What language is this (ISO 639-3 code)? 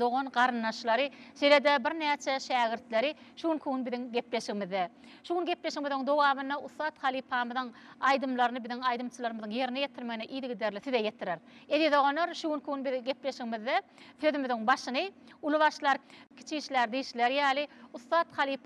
tuk